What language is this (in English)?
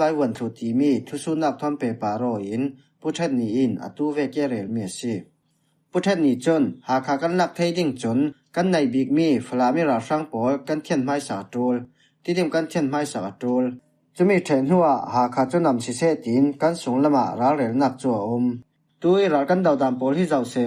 Falam Chin